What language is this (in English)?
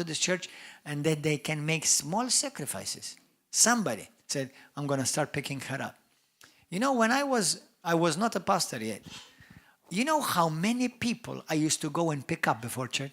English